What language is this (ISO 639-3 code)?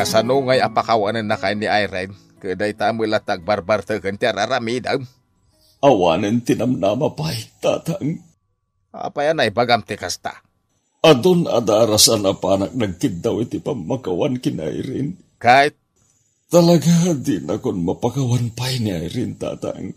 ilo